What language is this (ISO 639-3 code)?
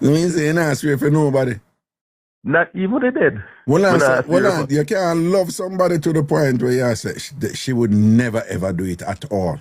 jam